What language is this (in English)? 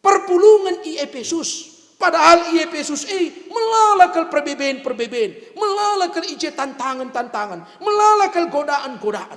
Batak Karo